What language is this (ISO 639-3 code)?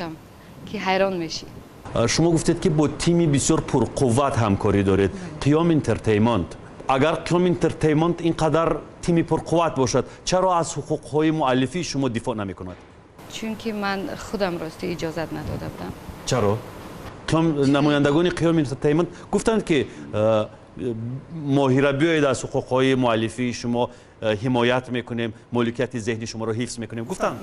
tgk